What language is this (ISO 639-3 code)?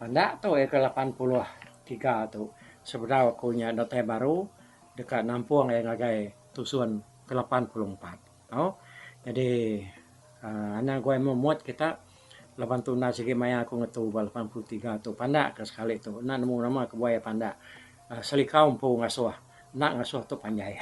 iba